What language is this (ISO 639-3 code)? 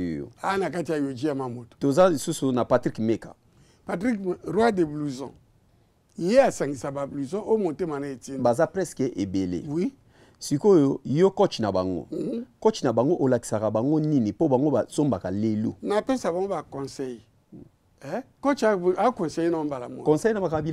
lin